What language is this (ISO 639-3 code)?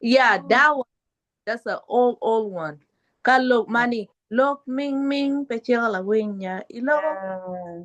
ach